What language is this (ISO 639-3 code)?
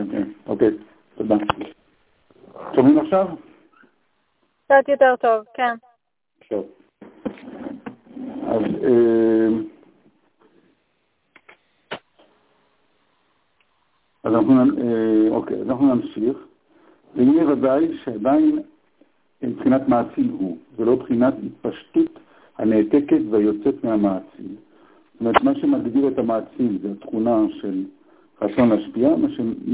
heb